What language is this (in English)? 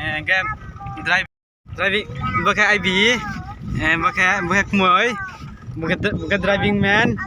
Riang (India)